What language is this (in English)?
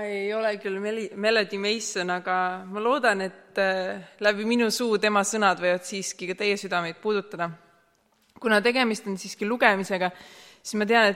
Estonian